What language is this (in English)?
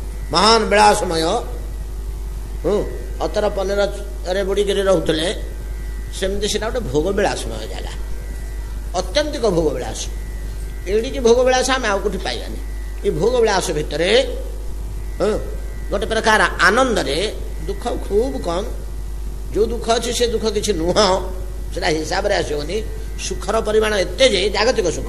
Odia